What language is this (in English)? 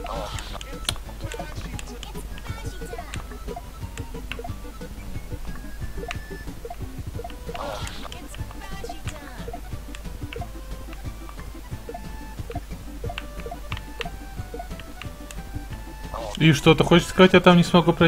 Russian